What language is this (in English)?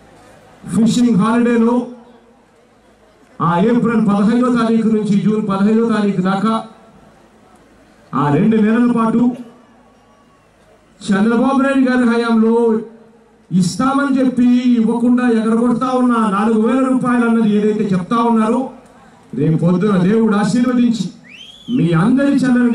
Telugu